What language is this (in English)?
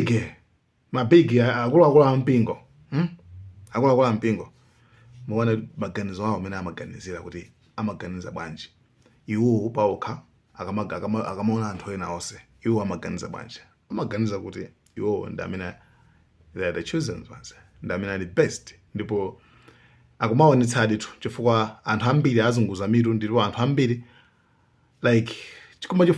Nyanja